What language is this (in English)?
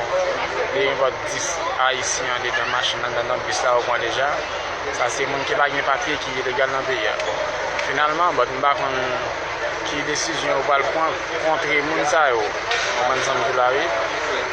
Haitian Creole